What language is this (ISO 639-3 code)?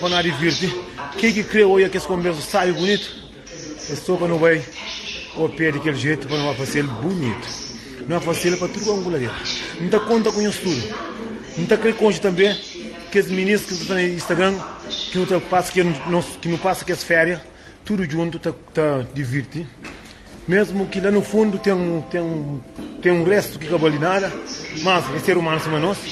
kea